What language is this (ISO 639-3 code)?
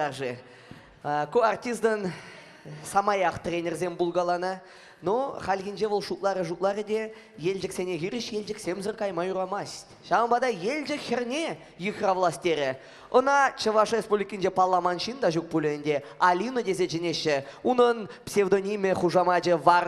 chv